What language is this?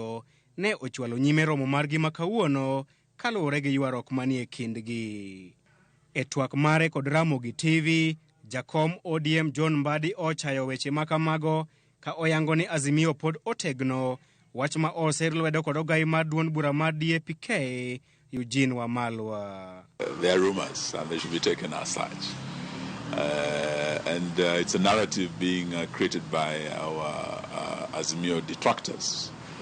Luo (Kenya and Tanzania)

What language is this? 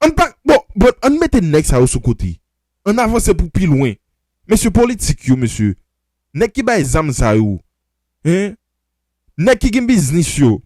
Haitian Creole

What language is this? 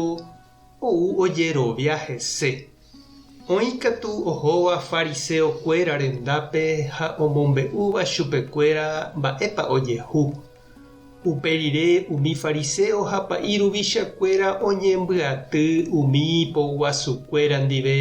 Guarani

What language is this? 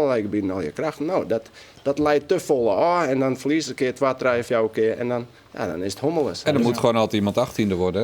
Western Frisian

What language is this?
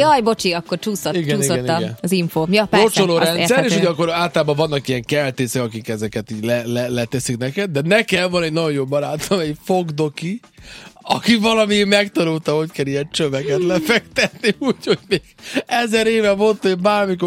Hungarian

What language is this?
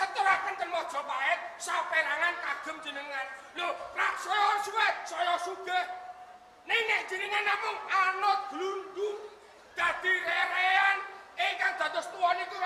Javanese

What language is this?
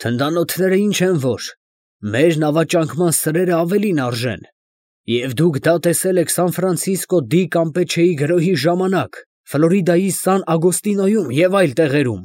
Armenian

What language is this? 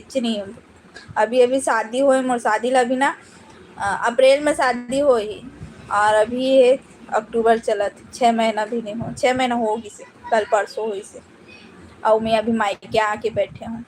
Chhattisgarhi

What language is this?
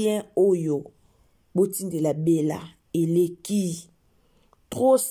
Lingala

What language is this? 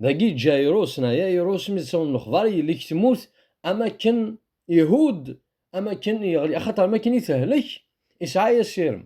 Kabyle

